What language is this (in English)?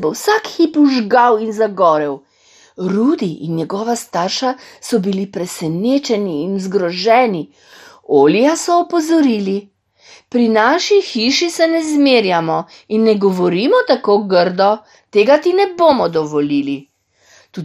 Slovenian